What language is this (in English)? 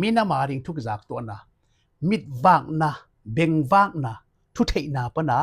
Tedim Chin